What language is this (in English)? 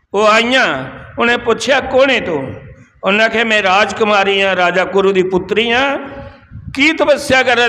Dogri